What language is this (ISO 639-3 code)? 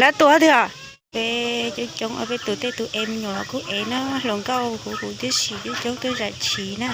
hmn